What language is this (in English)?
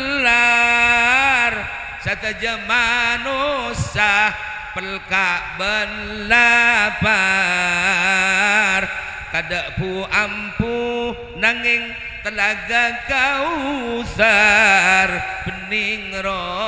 Madurese